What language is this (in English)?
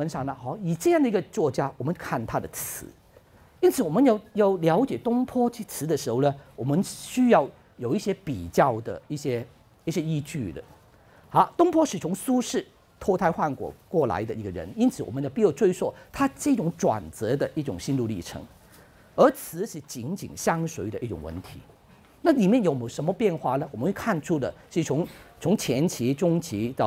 Chinese